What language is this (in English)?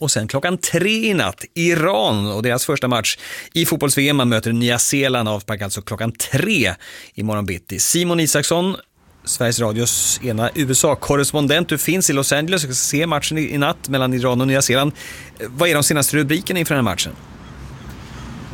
Swedish